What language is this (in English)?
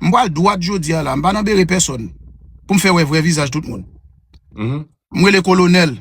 Haitian Creole